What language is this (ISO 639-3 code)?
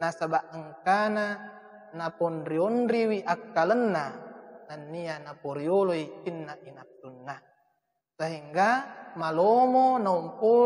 bug